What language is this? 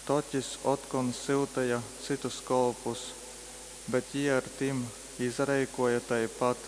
Latgalian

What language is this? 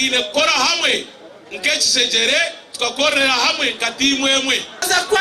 Nyankole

